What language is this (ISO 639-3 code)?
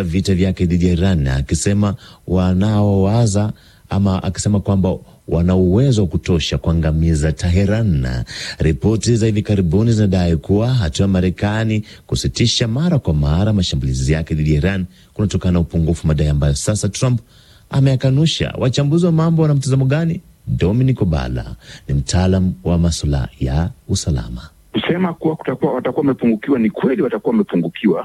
swa